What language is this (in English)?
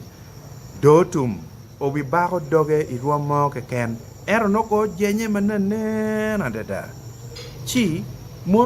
Acoli